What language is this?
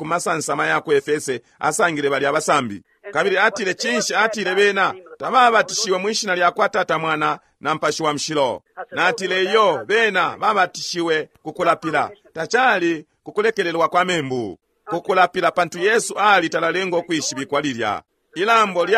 Bemba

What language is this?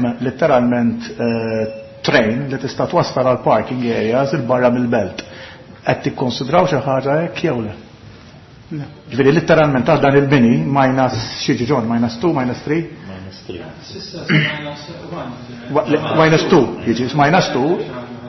Maltese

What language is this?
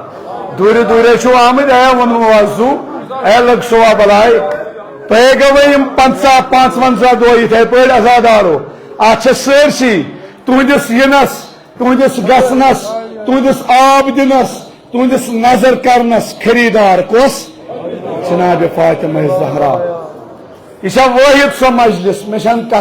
Kashmiri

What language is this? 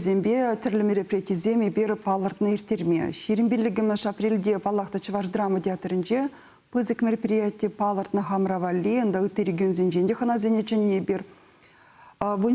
Chuvash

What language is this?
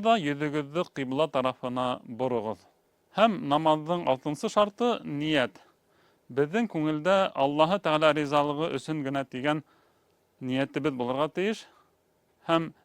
Bashkir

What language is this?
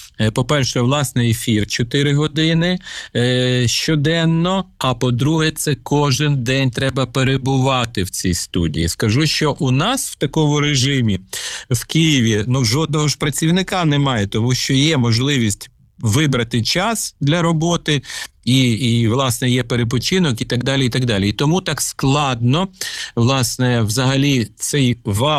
Ukrainian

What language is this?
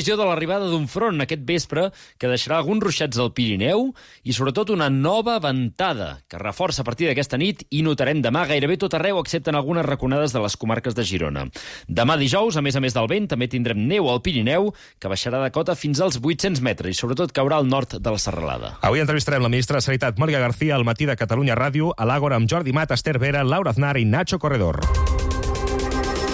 Catalan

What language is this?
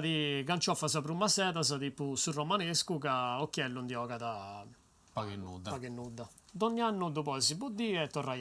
Sardinian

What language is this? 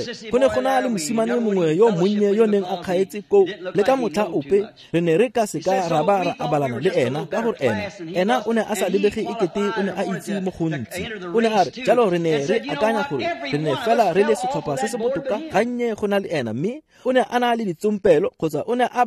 Tswana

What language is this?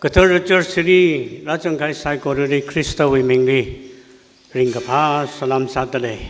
Tangkhul Naga (India)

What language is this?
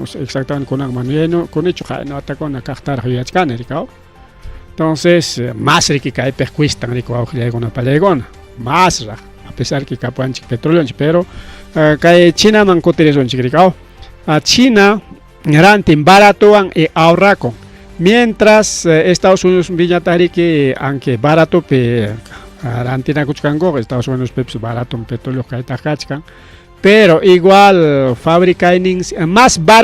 Ayacucho Quechua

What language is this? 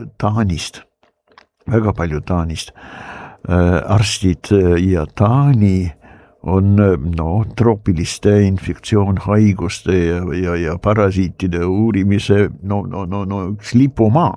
Estonian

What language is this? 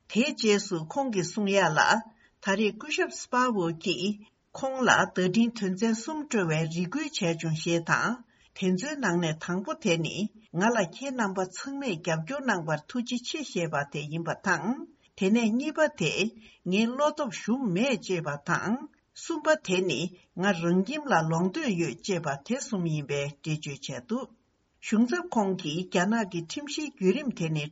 Tibetan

